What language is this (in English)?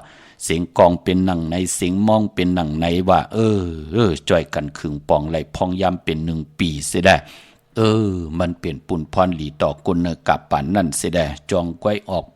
Shan